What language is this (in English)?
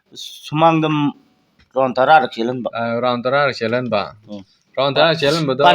Manipuri